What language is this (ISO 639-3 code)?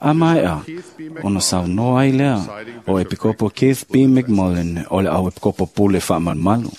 smo